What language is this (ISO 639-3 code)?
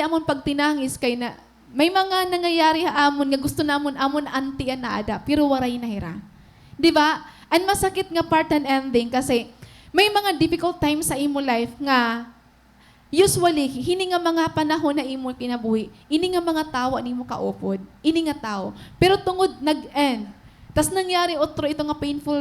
war